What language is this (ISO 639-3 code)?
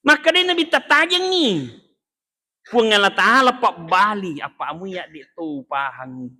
bug